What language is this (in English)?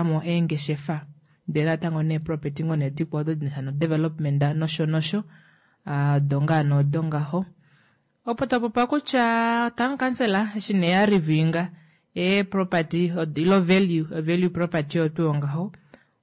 Kuanyama